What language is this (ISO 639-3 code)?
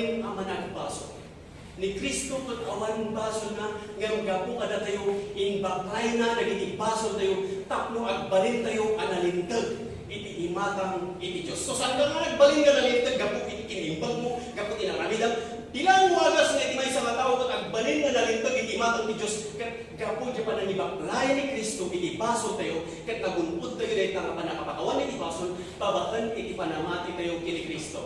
ilo